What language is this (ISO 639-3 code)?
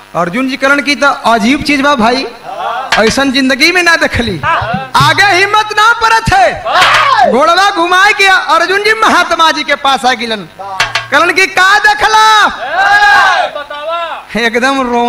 bho